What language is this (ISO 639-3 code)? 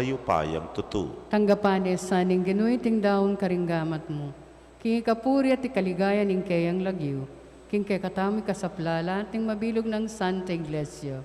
pam